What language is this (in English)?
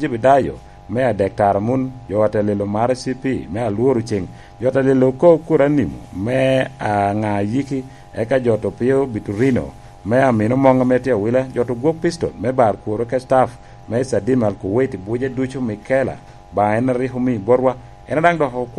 Lango (Uganda)